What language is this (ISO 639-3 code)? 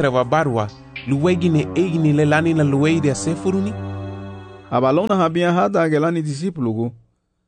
cab